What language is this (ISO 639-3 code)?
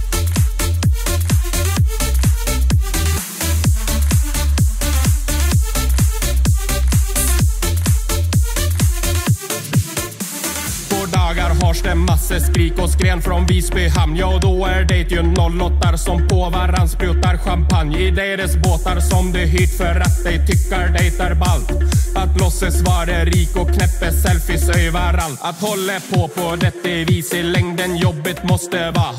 swe